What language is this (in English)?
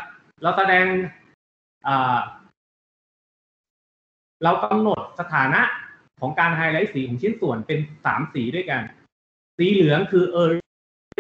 Thai